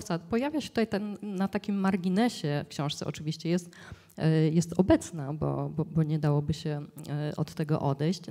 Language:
Polish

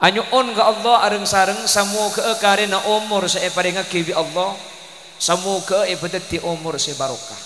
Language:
Madurese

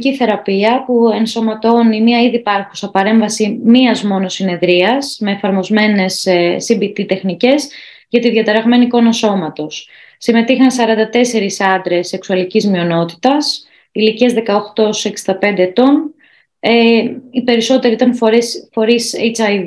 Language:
Greek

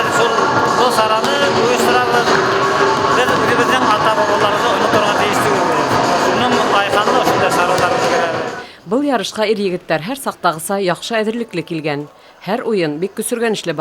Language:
Bashkir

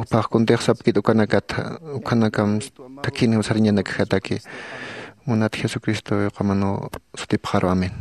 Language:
Aymara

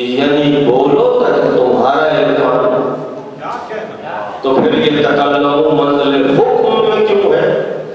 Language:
Urdu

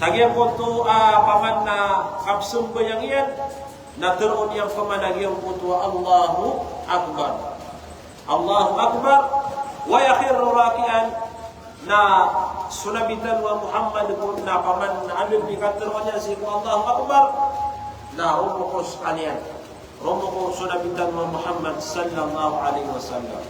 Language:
Maranao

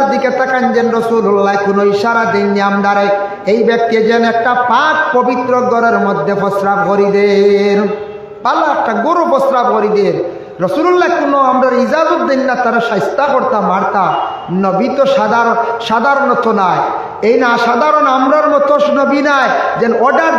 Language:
Sylheti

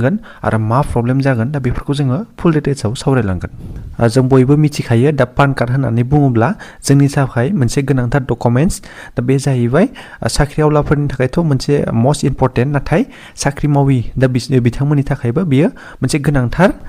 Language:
Bodo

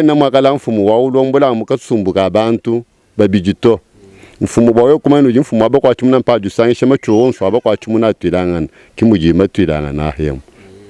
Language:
Luba-Lulua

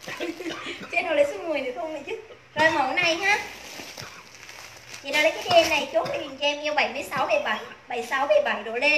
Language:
Vietnamese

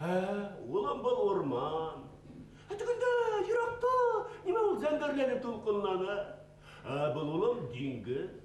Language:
Bashkir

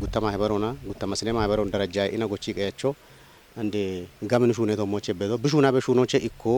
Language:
Kafa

